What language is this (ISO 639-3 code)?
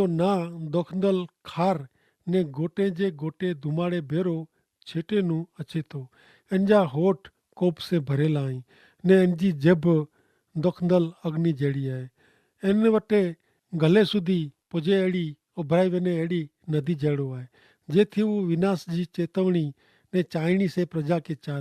kfr